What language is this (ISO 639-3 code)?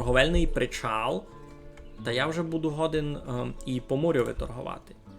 rue